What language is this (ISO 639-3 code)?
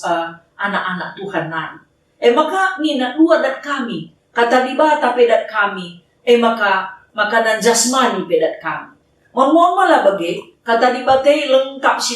btx